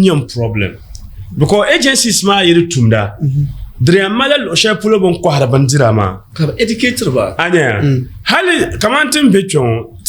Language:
Dagbani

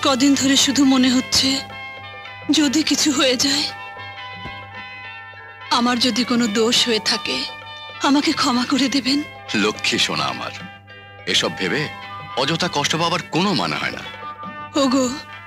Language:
Bangla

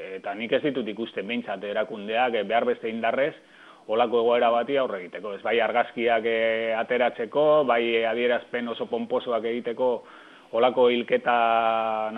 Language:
Basque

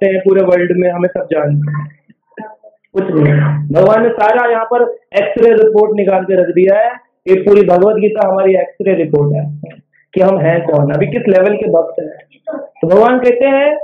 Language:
Hindi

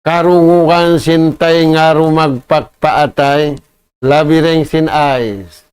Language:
Tausug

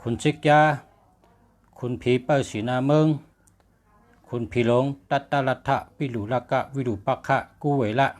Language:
Shan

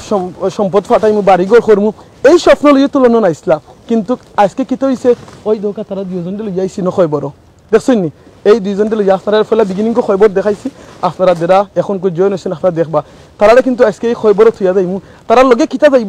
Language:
Sylheti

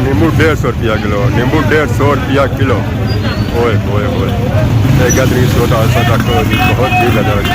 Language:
Pahari-Potwari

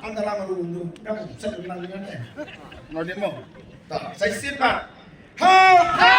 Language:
Khasi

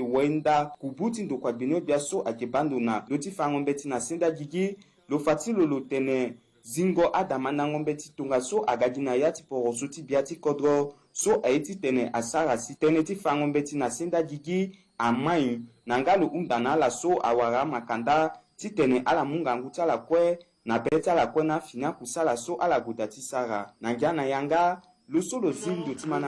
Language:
Sango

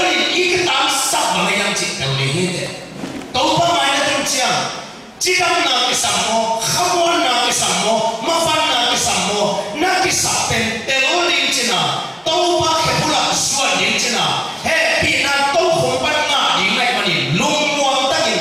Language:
Tedim Chin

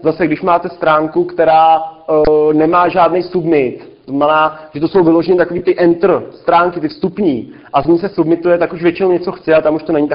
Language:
Czech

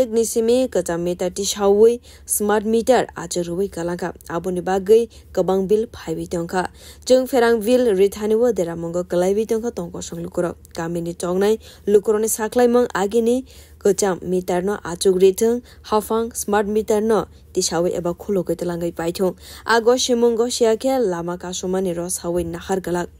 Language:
Kok Borok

